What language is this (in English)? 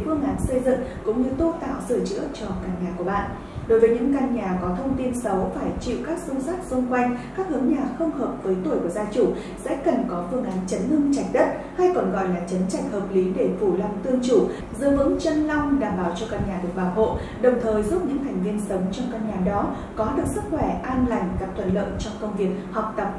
Vietnamese